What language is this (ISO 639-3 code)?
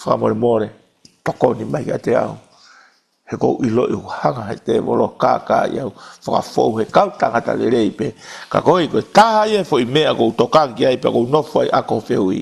ton